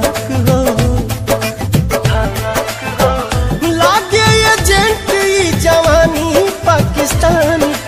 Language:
Bhojpuri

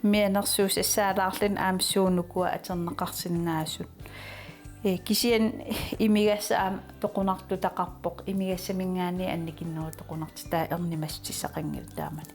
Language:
Kalaallisut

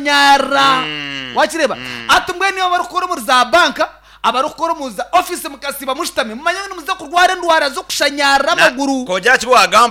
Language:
Nyankole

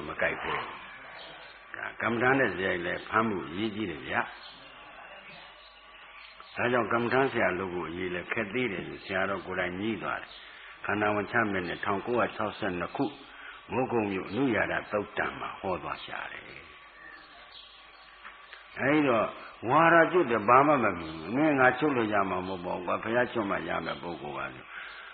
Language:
Burmese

